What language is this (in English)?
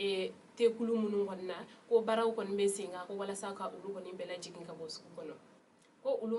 Bambara